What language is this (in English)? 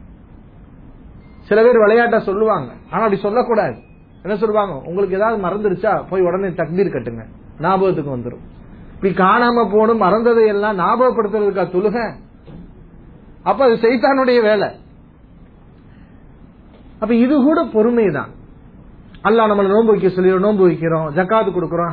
Tamil